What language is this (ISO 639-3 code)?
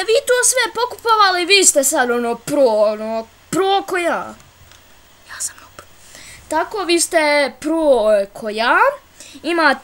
bos